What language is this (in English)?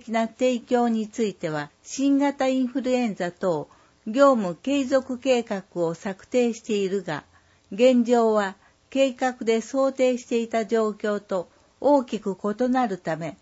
Japanese